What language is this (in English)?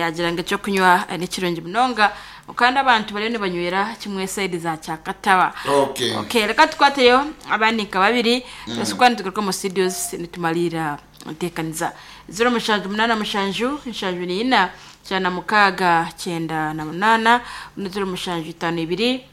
Nyankole